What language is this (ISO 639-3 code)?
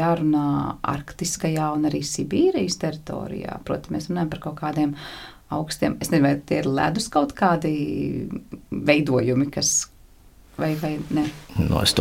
lav